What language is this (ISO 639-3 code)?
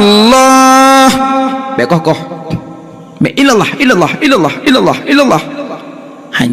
ace